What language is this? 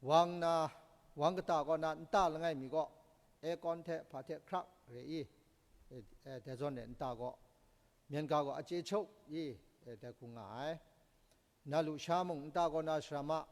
Kachin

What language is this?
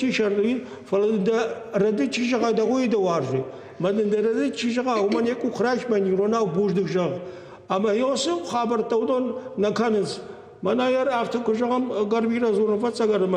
Ossetic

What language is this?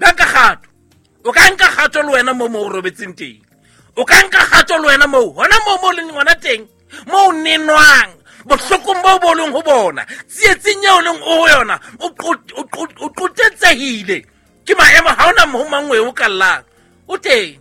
Southern Sotho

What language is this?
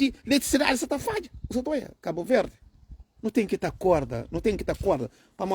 Kabuverdianu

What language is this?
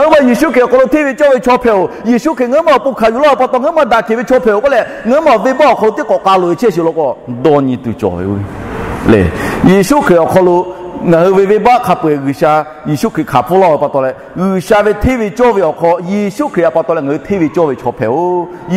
Lahu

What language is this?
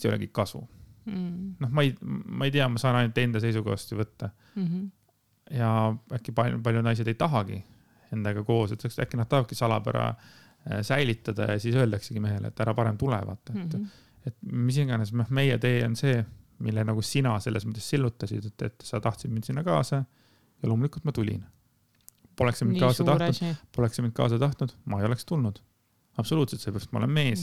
Estonian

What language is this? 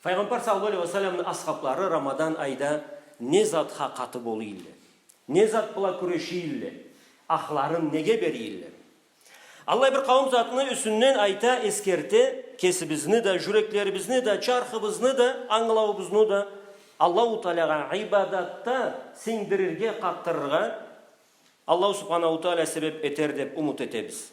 Karachay-Balkar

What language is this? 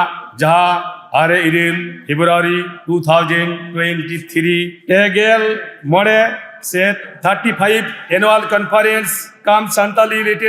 Santali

